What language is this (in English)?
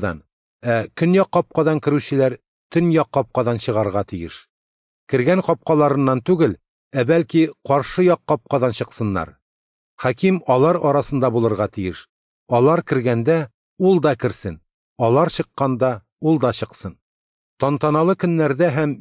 Tatar